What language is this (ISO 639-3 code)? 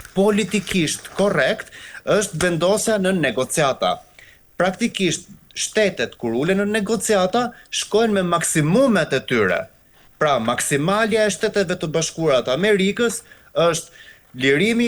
sqi